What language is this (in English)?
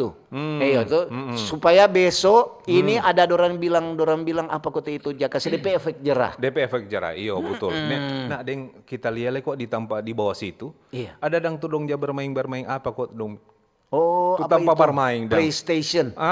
Manado Malay